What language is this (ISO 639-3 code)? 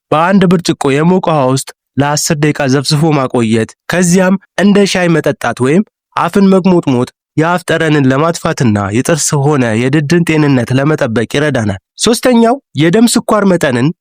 amh